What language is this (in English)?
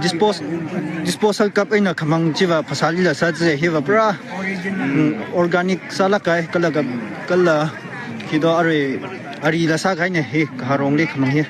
Tangkhul Naga (India)